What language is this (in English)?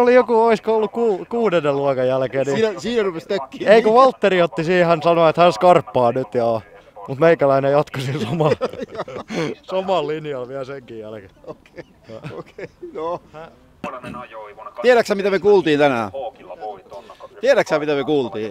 Finnish